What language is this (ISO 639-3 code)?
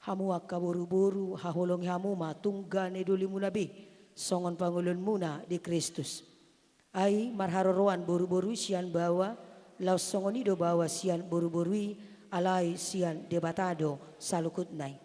bbc